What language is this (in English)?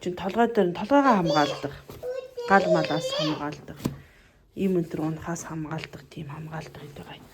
Mongolian